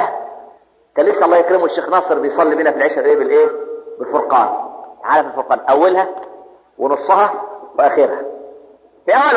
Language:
Egyptian Arabic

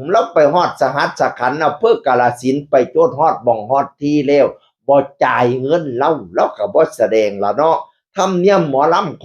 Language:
Northeastern Thai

